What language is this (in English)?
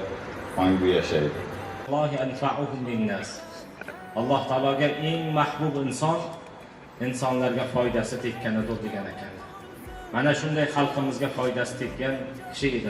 Uzbek